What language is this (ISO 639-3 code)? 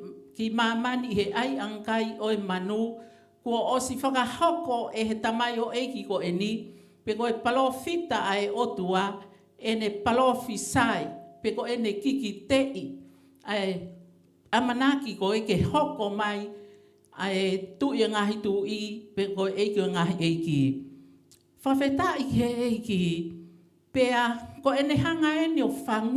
ton